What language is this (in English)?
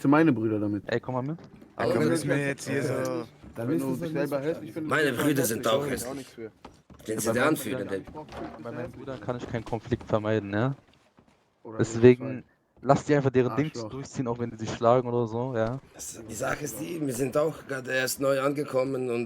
Swiss German